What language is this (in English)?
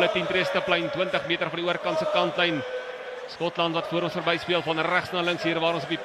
Afrikaans